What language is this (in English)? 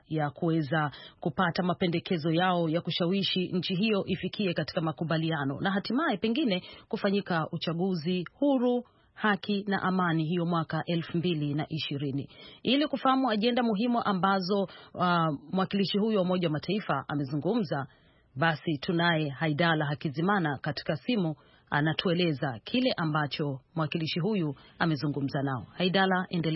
Swahili